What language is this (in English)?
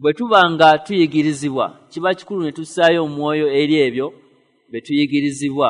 Ganda